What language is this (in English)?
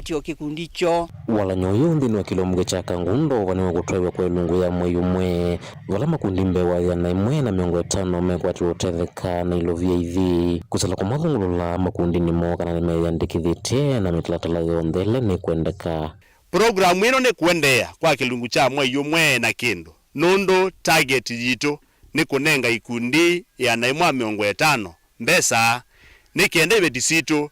Kamba